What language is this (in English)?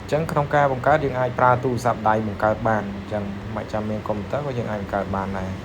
Khmer